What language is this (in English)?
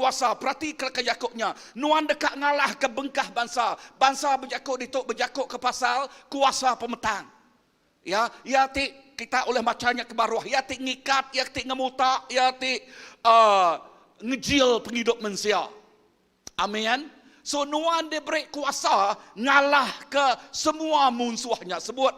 Iban